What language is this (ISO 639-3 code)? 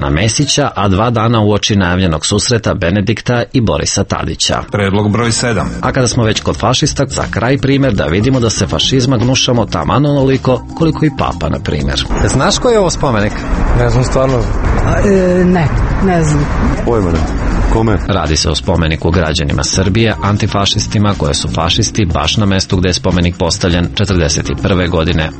srp